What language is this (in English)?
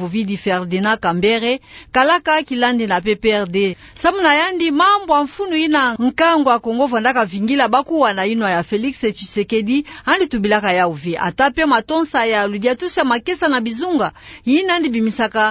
Kituba (Democratic Republic of Congo)